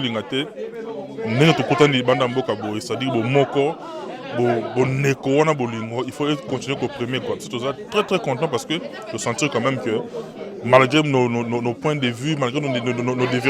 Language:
Lingala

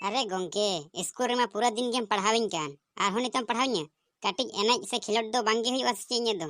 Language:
Santali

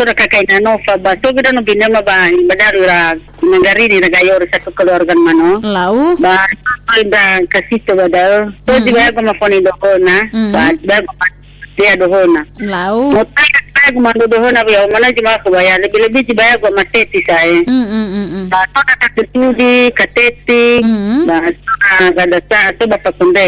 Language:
Nias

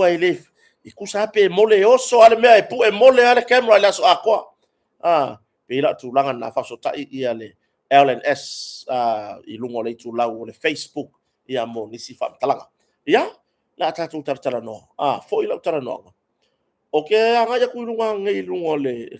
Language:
Samoan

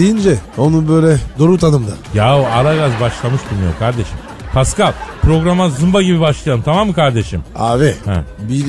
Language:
Turkish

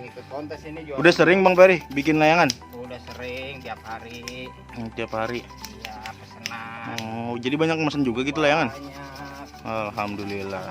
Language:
Betawi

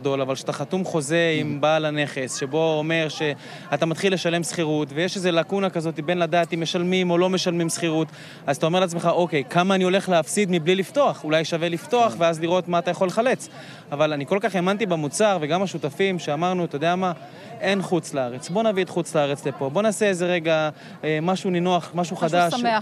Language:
Hebrew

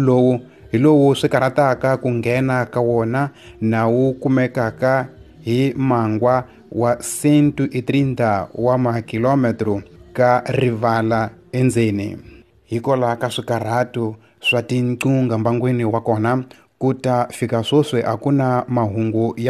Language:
Tsonga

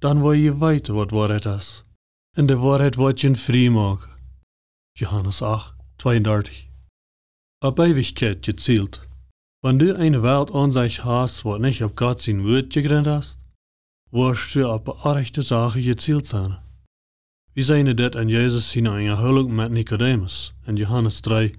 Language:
Plautdietsch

